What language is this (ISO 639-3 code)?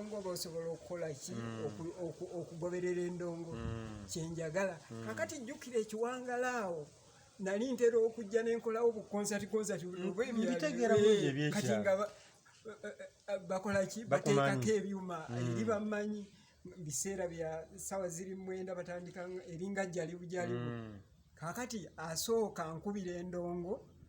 lug